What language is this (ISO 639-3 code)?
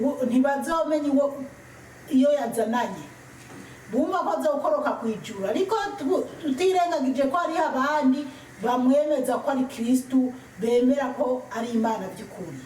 run